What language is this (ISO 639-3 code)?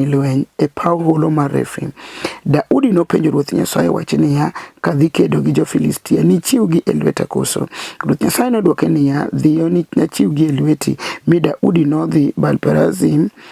luo